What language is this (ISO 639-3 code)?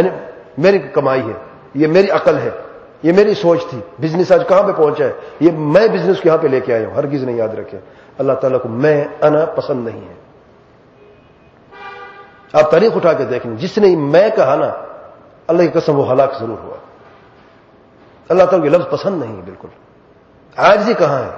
urd